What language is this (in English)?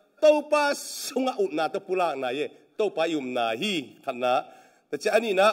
Tedim Chin